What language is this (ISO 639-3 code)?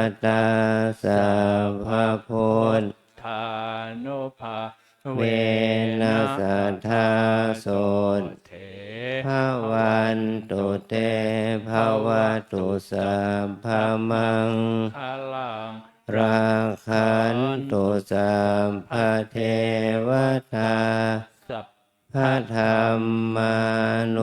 pli